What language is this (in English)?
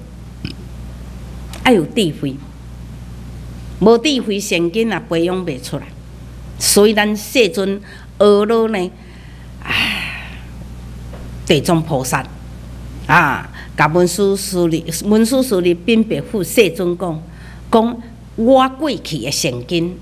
Min Nan Chinese